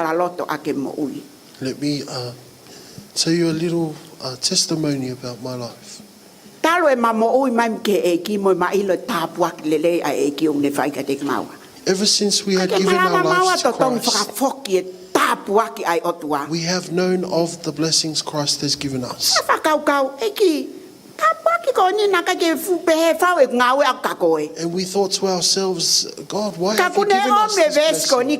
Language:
Tongan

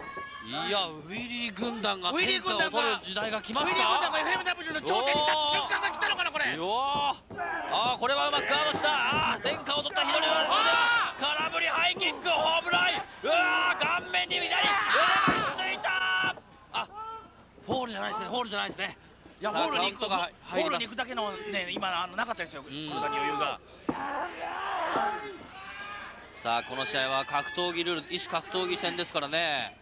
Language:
Japanese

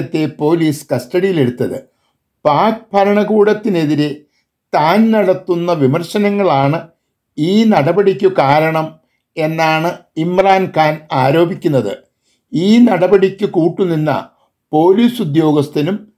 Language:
Malayalam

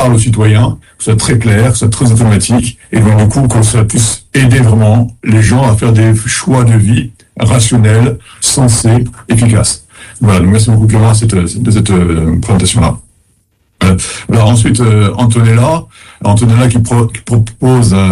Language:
French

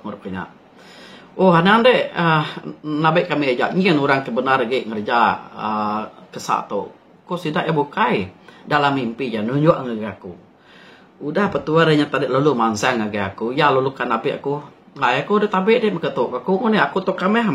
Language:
Iban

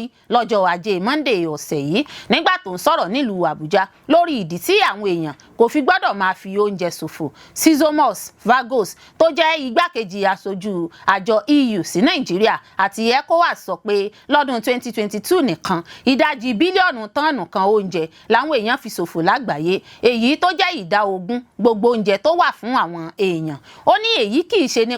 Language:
Yoruba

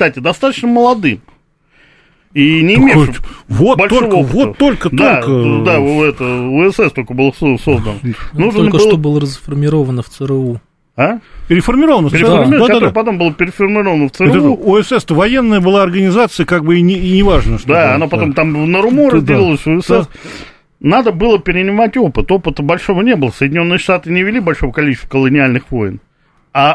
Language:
Russian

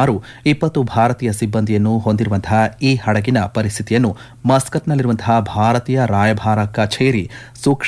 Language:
Kannada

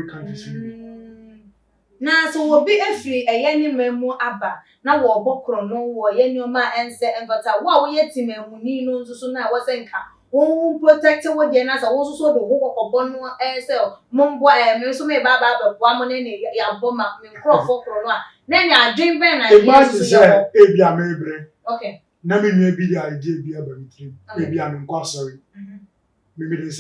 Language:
Akan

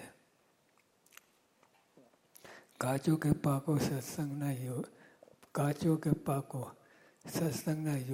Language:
Gujarati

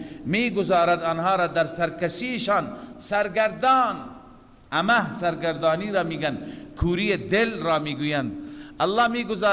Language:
Persian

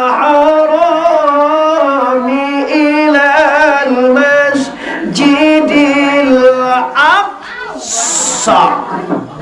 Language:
Minangkabau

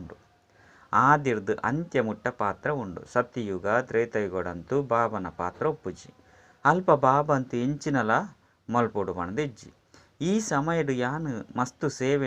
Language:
Tulu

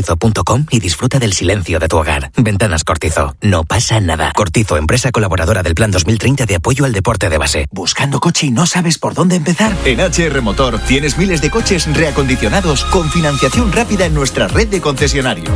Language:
Spanish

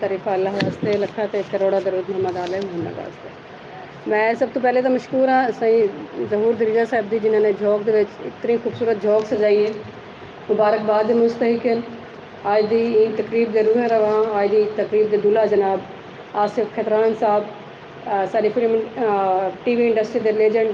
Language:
Saraiki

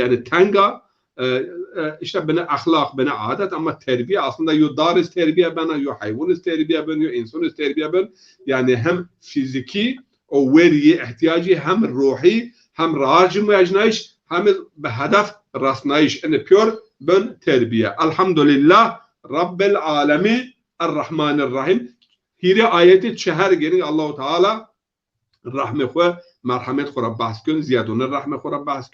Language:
Zaza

